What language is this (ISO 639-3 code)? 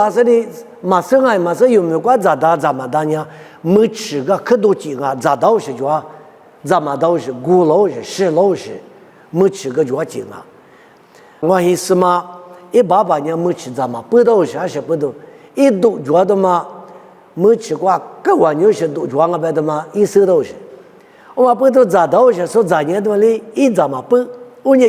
lis